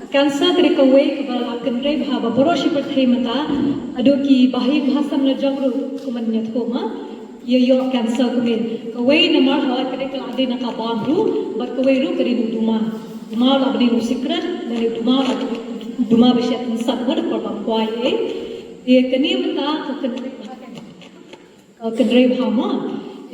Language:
Khasi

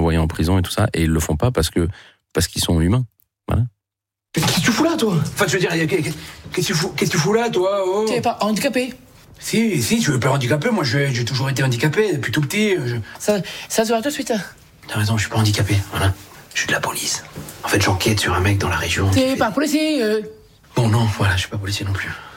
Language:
French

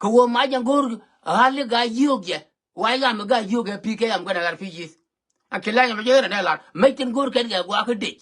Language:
Nuer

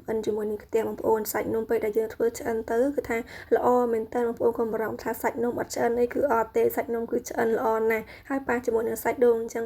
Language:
Khmer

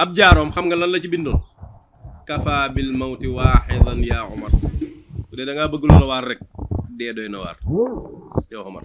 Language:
Wolof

